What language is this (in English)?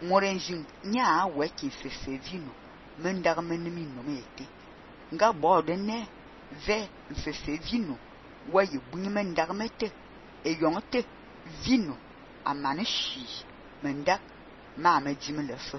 Fang